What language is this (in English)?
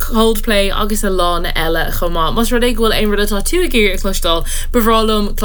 Irish